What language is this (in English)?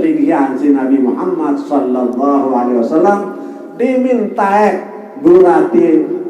Sasak